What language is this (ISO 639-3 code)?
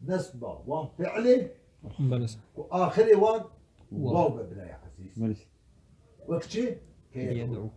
kur